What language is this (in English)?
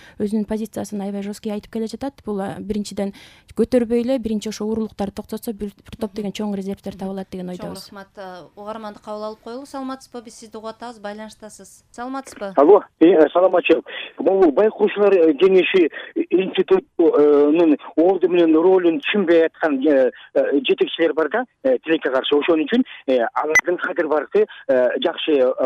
Kyrgyz